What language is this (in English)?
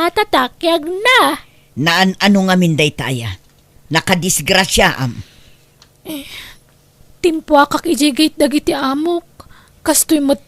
Iloko